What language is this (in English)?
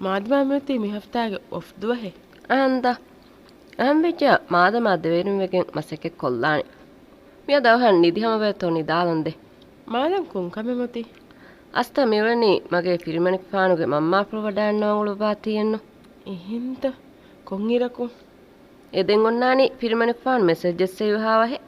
Divehi